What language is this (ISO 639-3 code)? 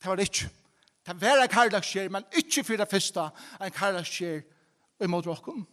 fao